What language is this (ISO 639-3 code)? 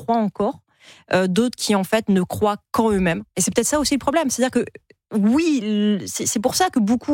fra